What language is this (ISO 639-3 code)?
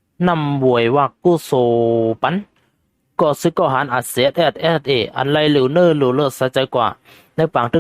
shn